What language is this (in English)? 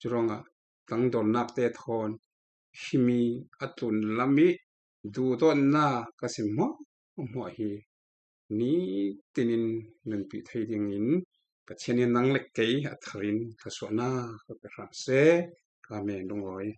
Falam Chin